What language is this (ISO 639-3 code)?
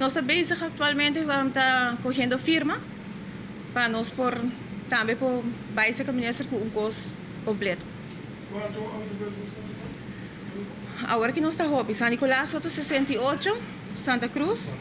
pap